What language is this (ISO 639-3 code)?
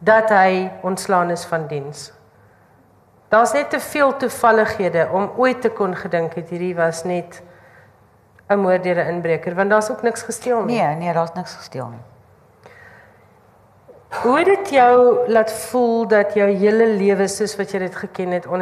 afr